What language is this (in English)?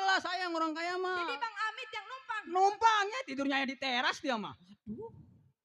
Betawi